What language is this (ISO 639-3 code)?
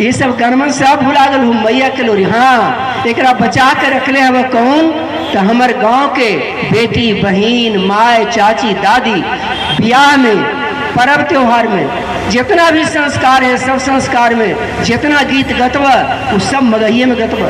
mag